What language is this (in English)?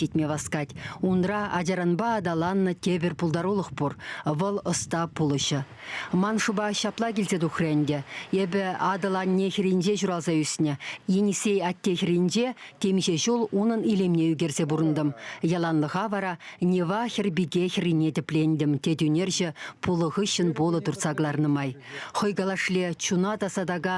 Chuvash